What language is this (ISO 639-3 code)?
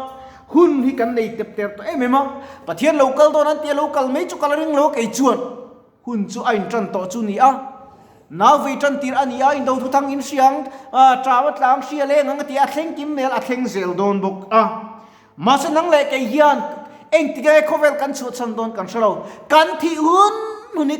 lus